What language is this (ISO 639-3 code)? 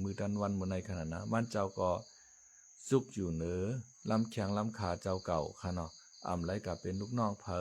shn